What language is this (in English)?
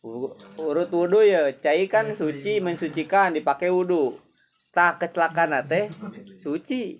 Sundanese